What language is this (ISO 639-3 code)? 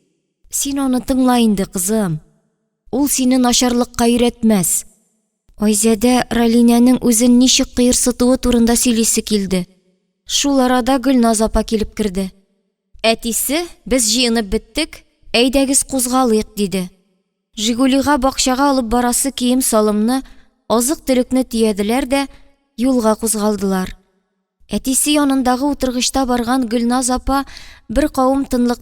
tat